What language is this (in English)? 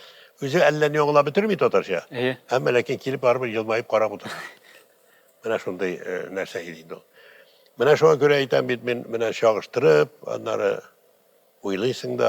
Tatar